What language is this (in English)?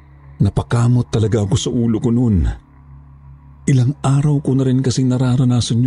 Filipino